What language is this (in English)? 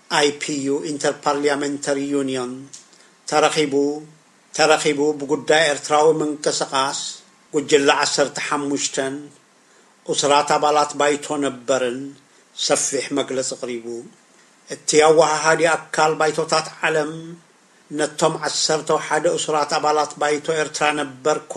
Tigrinya